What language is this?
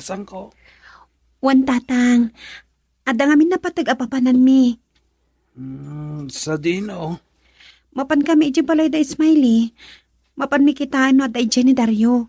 Iloko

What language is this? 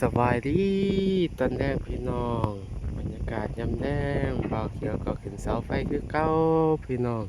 Lao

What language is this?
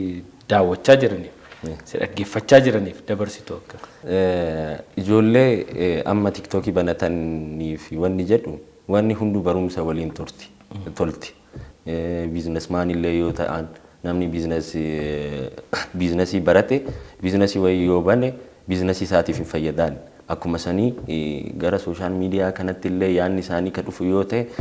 Oromo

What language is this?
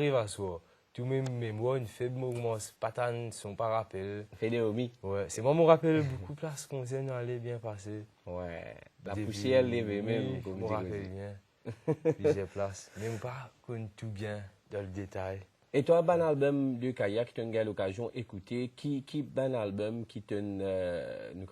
Morisyen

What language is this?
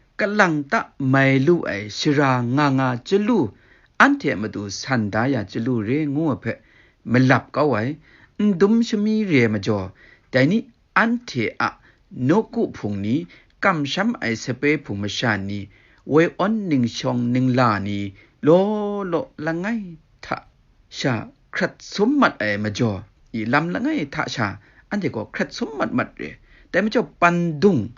Kachin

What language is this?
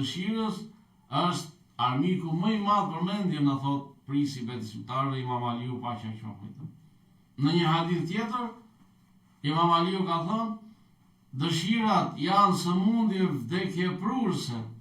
Albanian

